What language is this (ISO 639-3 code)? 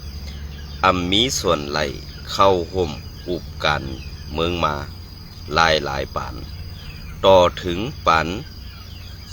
shn